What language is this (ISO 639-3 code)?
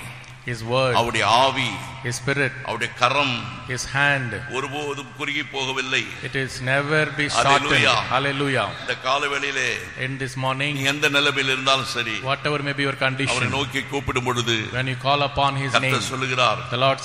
tam